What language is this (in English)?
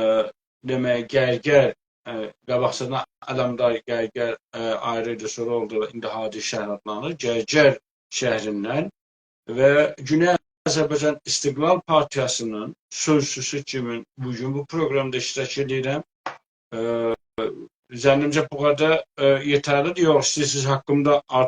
South Azerbaijani